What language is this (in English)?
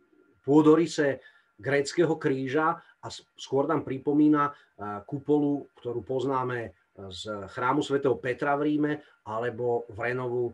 Slovak